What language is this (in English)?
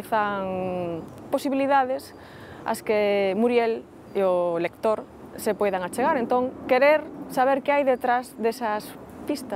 Galician